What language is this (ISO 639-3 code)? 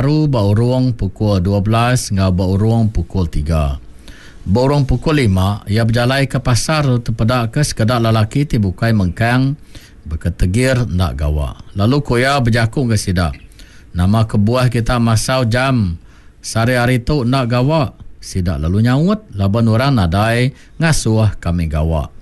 iba